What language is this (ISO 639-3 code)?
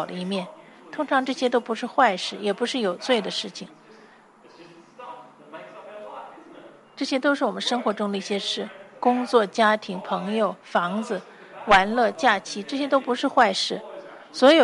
zho